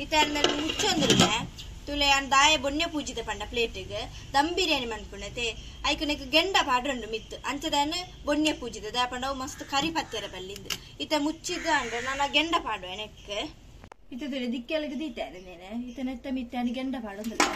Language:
Tulu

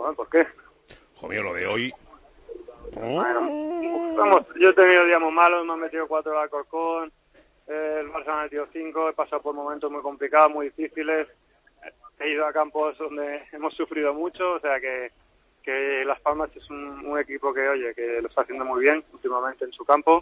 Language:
Spanish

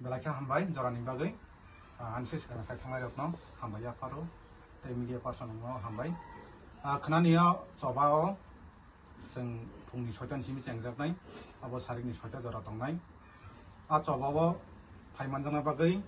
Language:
Kok Borok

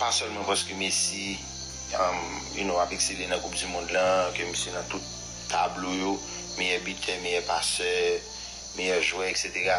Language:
Haitian Creole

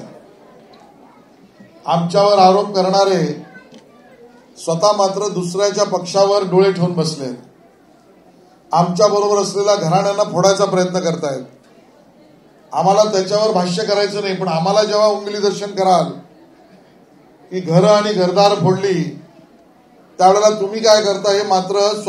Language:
Marathi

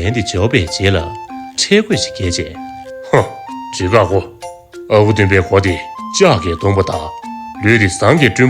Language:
Tibetan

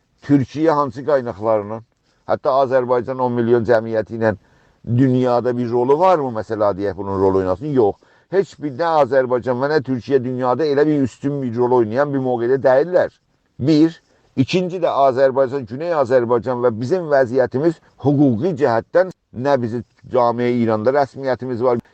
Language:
South Azerbaijani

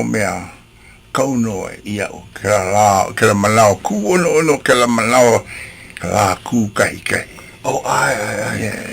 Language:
Hawaiian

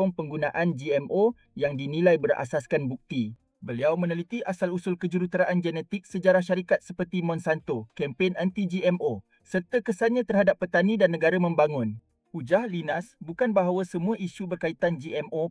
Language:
Malay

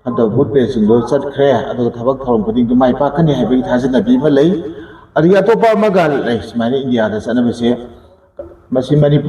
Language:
Manipuri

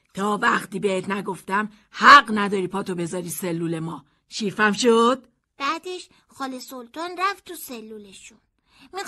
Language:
Persian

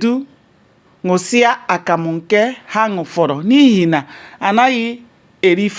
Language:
Igbo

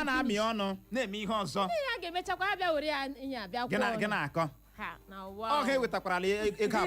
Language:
Igbo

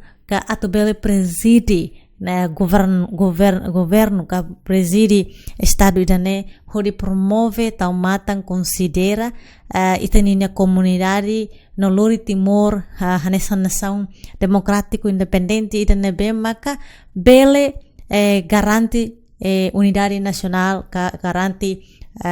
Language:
Tetum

